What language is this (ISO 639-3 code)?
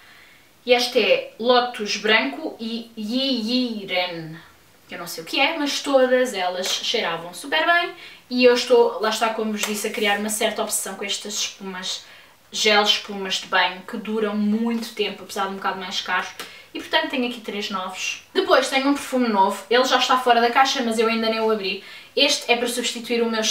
por